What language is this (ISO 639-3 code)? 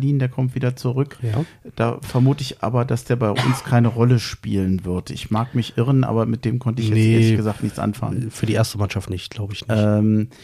deu